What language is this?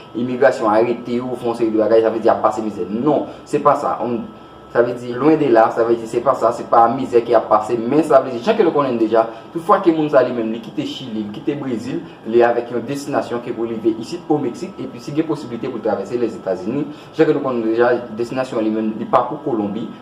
Haitian Creole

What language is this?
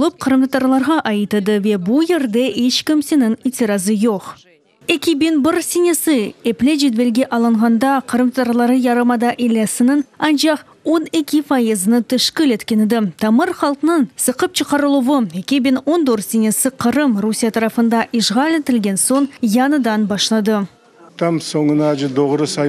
Crimean Tatar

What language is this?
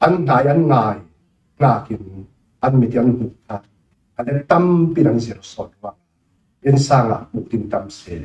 Falam Chin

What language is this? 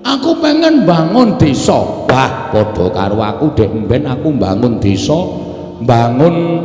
Javanese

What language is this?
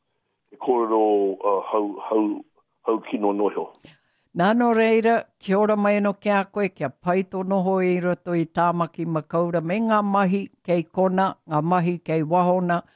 Māori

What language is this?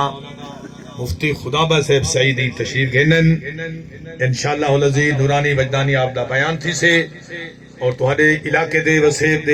Saraiki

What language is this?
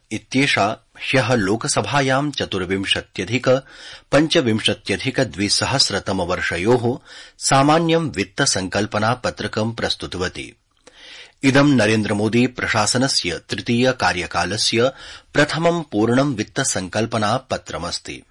Sanskrit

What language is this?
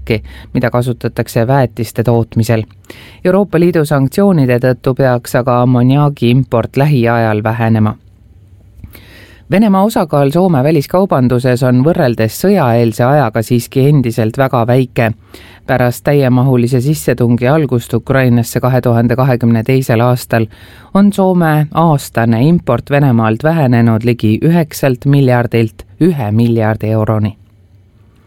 Estonian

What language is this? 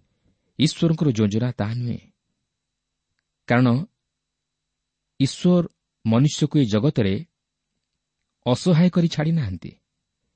Odia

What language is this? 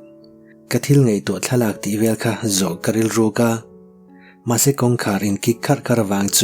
Mizo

